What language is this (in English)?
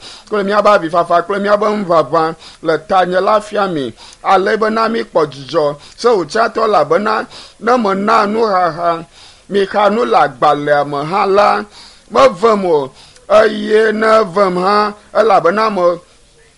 Ewe